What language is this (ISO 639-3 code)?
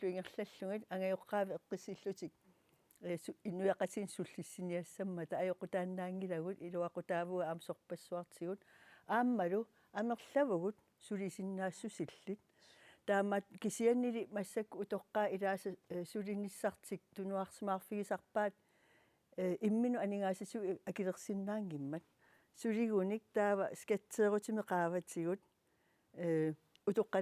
kal